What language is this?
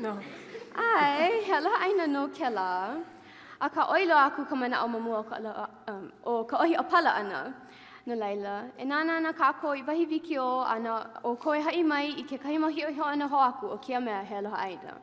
Hawaiian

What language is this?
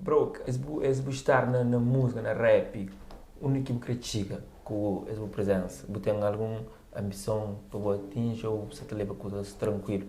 Kabuverdianu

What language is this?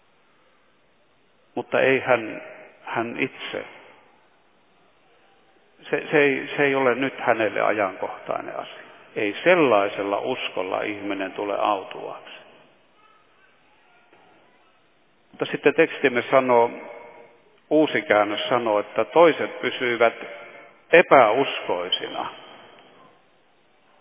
Finnish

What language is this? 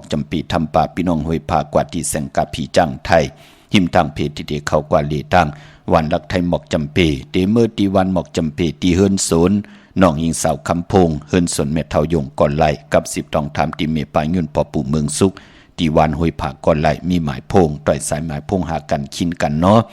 Shan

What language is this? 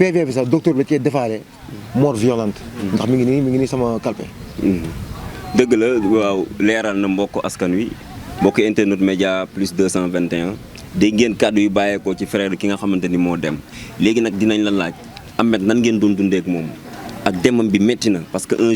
Wolof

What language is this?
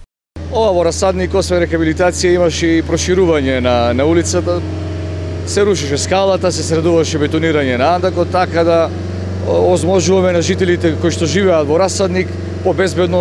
Macedonian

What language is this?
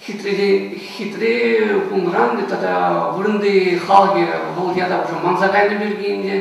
Chuvash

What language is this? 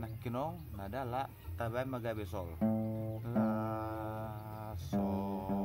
Batak Toba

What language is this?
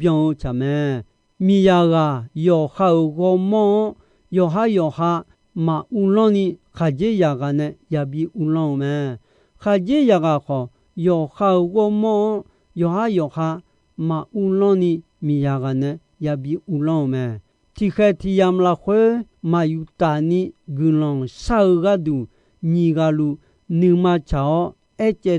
Akha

